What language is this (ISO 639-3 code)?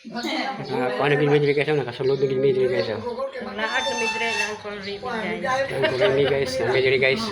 ceb